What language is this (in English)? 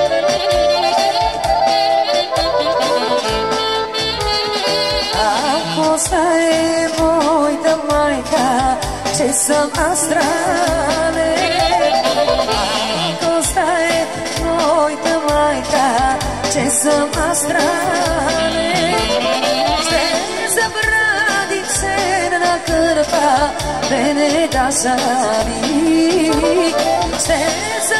Bulgarian